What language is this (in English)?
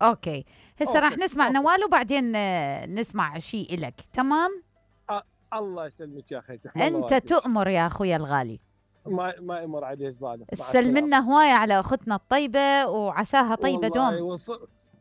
Mesopotamian Arabic